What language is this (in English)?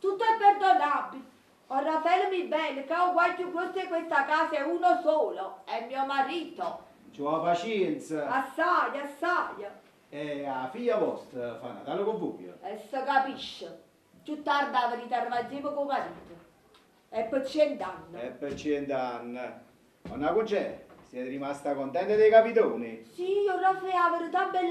Neapolitan